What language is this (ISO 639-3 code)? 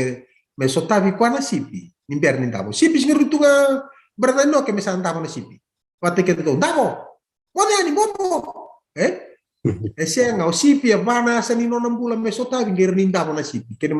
fij